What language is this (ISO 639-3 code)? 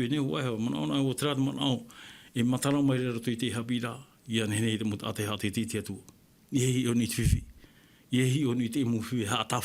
tah